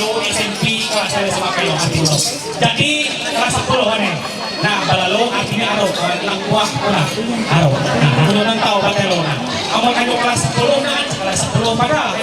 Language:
Ma'anyan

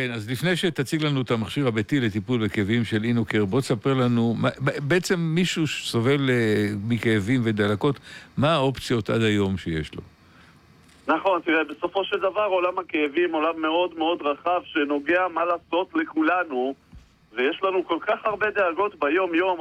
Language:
Hebrew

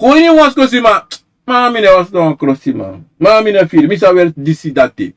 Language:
Sranan Tongo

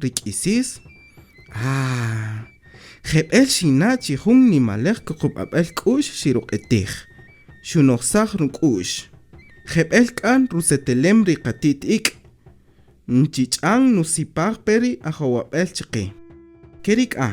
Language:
Kaqchikel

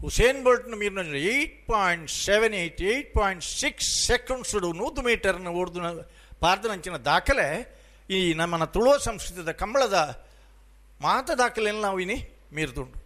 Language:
Tulu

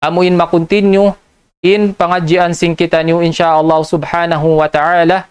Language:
Tausug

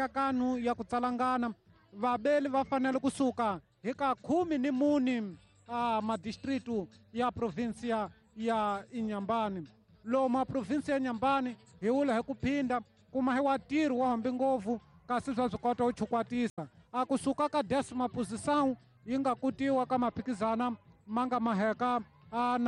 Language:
Tsonga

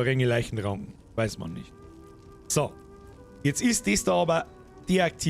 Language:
Bavarian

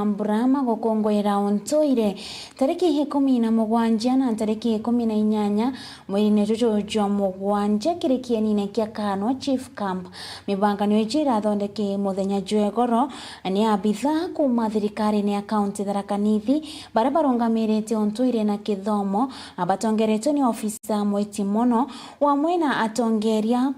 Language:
Meru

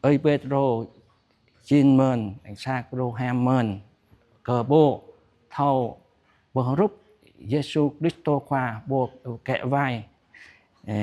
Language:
Jarai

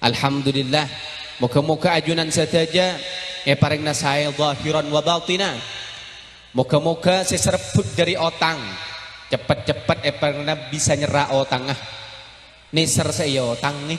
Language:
Madurese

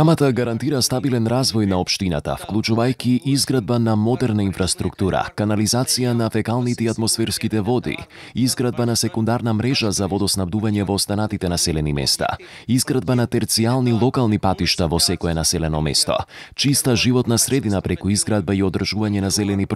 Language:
Macedonian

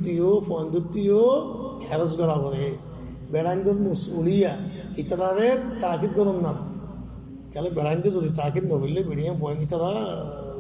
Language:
Rohingya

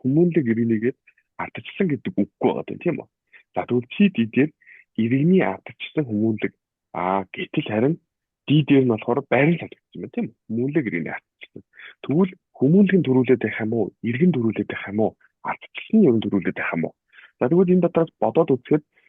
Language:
Mongolian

